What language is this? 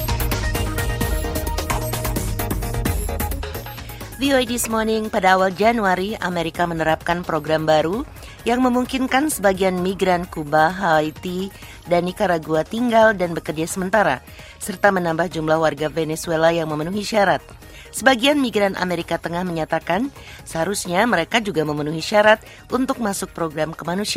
Indonesian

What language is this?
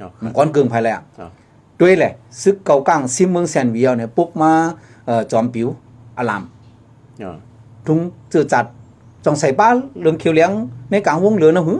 Shan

